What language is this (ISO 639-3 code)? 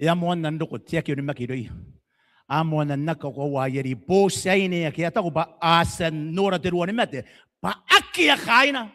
gil